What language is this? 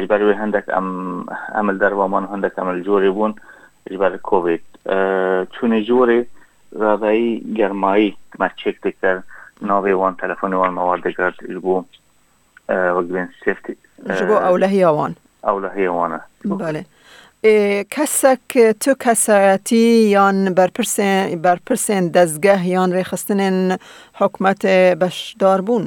Kurdish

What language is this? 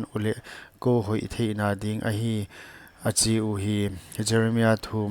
Paite Chin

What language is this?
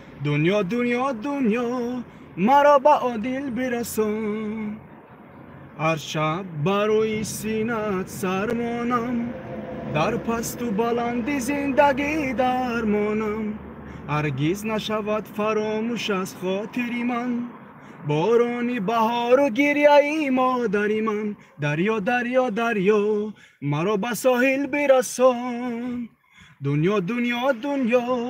Tajik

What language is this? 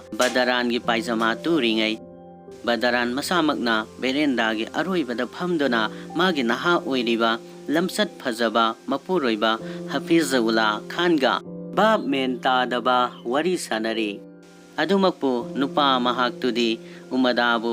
Manipuri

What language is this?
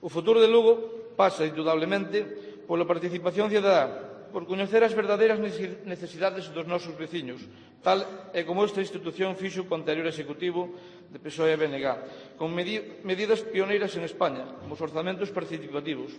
Galician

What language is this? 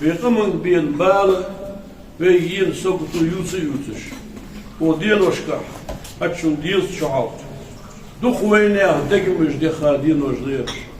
Ingush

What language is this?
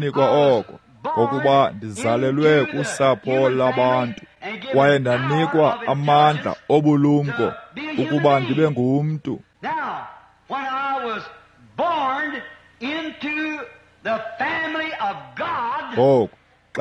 Xhosa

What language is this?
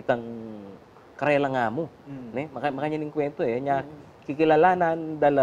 Pampanga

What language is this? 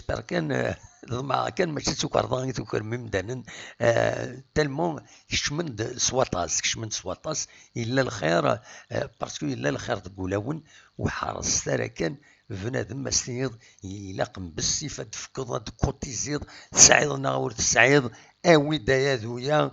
Kabyle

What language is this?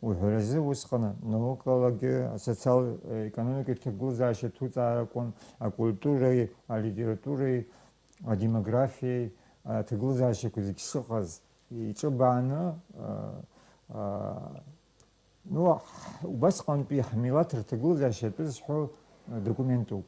Abkhazian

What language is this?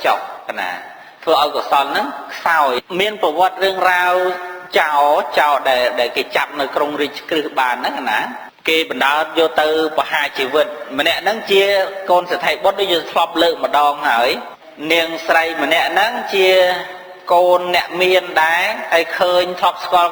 Khmer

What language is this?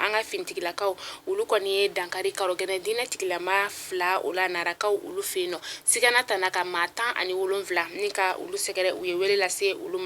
Bambara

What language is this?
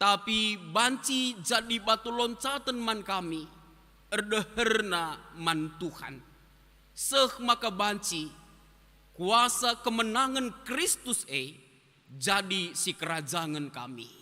Batak Karo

